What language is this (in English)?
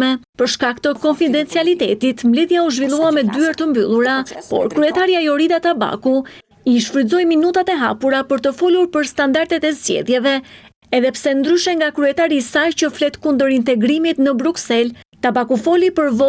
Albanian